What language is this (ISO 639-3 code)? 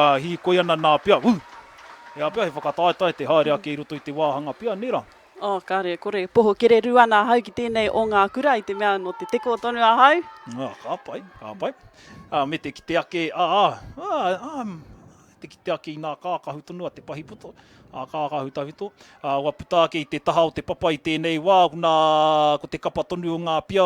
mri